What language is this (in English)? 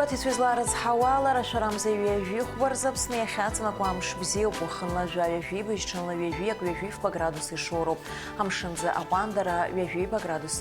Abkhazian